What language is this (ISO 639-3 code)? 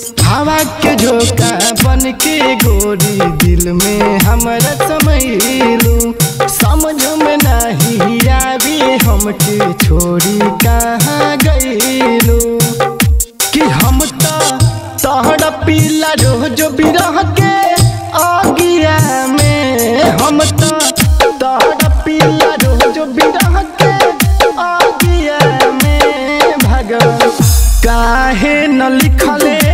bho